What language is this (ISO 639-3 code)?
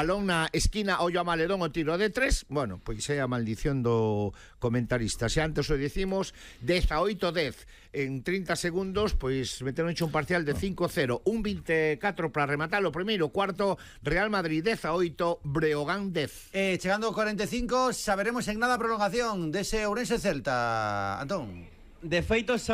glg